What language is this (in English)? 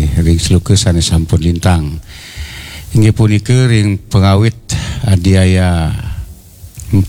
Balinese